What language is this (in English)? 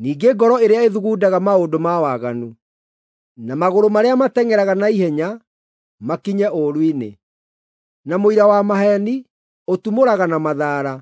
Kikuyu